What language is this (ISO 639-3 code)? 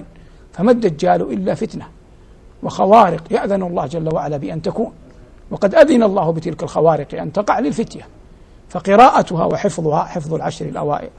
ara